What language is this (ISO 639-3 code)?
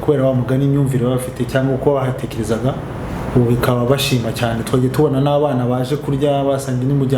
kin